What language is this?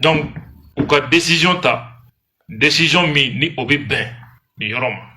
Bambara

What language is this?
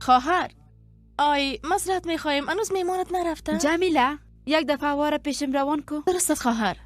Persian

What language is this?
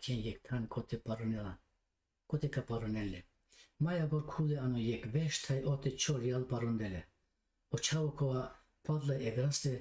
Balkan Romani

